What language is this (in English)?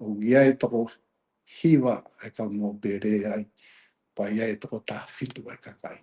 Tongan